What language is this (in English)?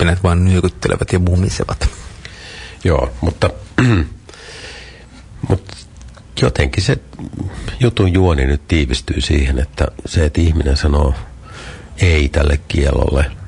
Finnish